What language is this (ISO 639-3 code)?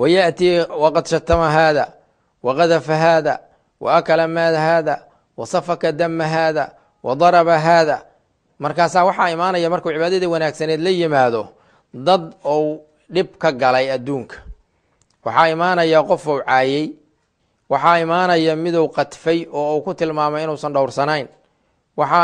som